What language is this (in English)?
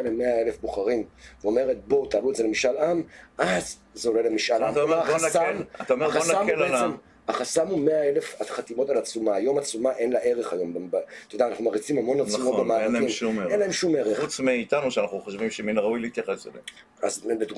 Hebrew